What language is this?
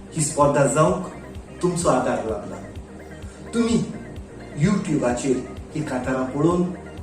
Konkani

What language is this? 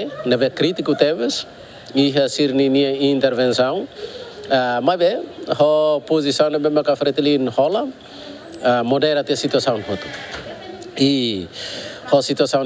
Tetum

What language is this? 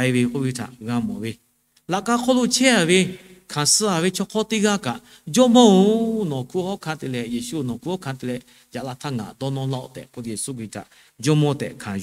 Lahu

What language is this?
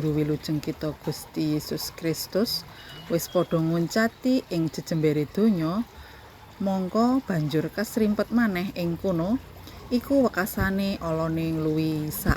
Javanese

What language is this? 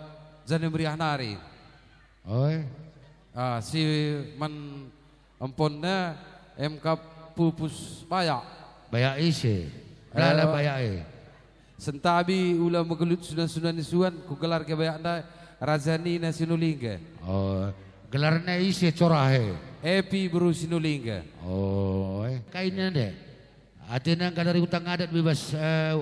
Batak Karo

